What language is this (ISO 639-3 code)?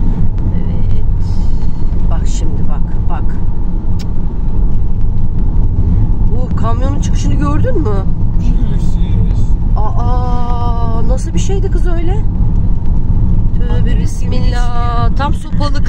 tur